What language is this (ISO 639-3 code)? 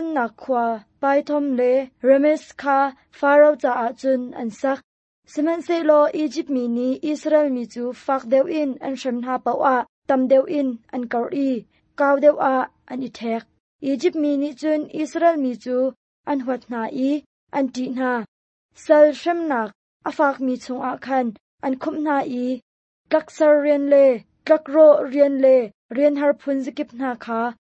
cnh